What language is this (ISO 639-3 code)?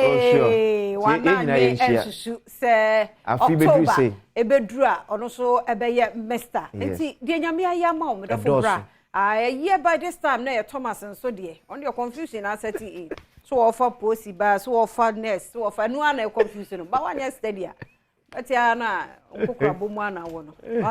aka